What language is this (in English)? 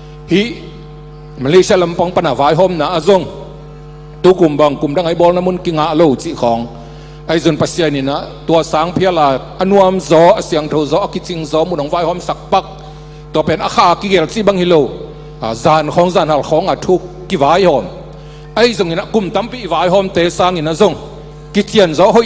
Tedim Chin